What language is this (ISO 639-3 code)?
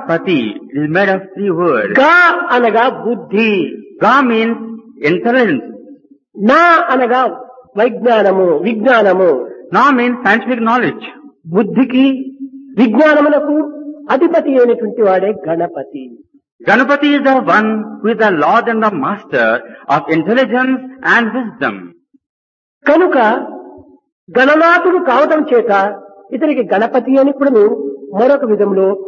tel